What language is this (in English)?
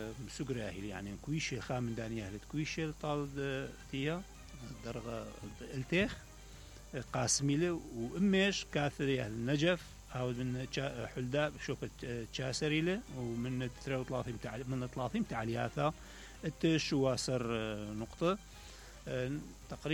Mesopotamian Arabic